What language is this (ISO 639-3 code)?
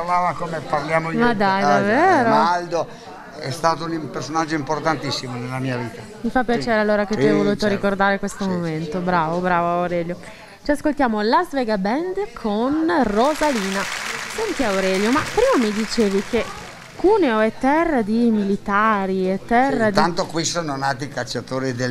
ita